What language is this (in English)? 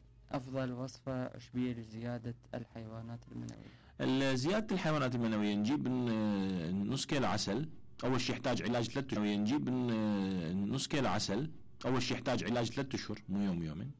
Mesopotamian Arabic